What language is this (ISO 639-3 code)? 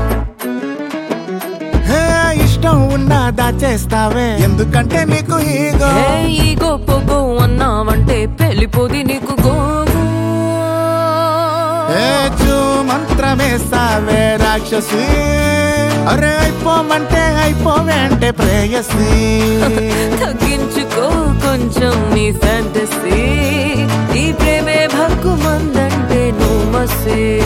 tel